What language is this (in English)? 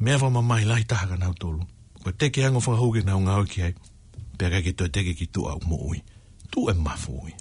Tongan